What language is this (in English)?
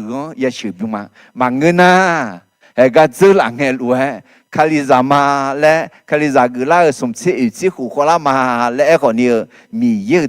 Akha